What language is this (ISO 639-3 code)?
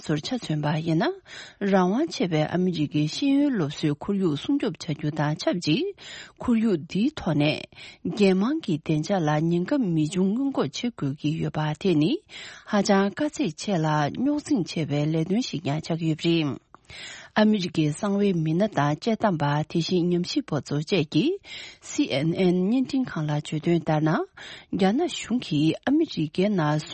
bod